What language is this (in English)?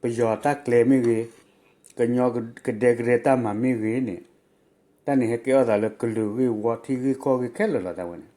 S'gaw Karen